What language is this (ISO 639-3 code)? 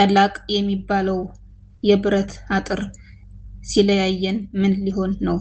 amh